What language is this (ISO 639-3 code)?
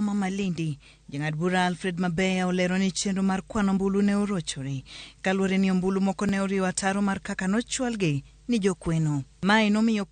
luo